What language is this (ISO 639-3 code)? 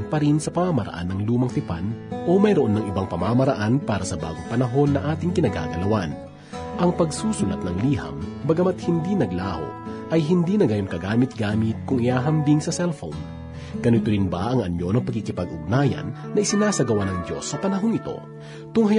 fil